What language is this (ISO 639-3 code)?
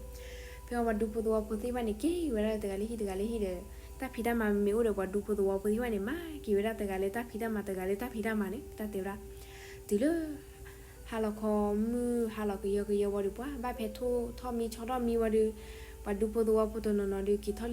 ksw